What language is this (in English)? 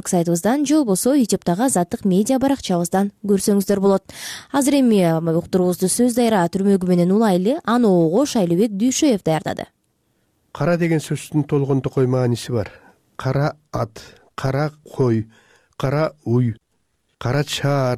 Kyrgyz